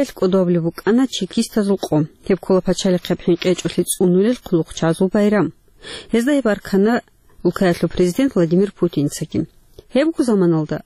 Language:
Avaric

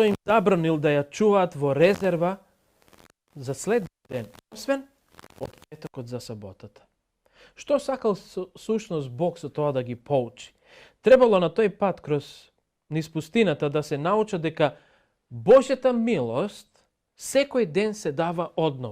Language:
Macedonian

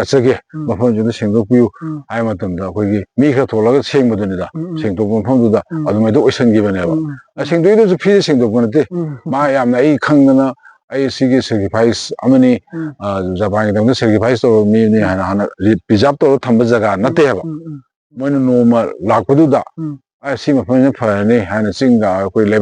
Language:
Manipuri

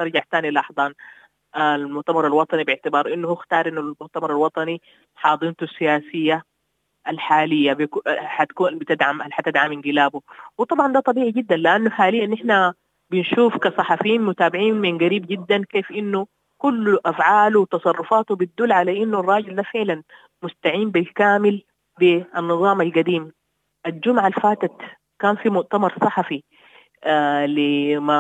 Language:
Sudanese Arabic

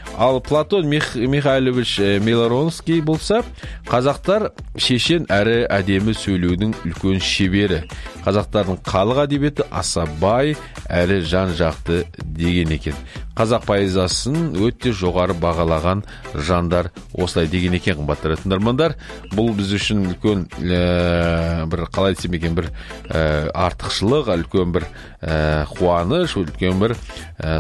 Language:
Kazakh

